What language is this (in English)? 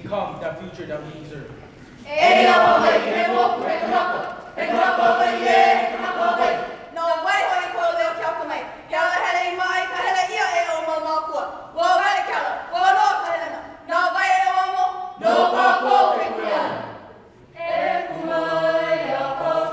Hawaiian